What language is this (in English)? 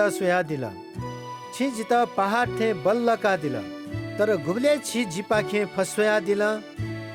Newari